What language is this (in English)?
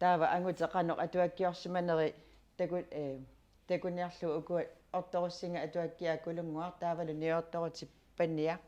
Kalaallisut